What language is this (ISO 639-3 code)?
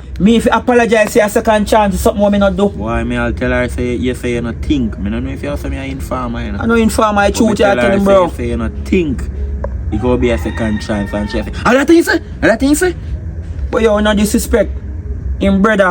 jam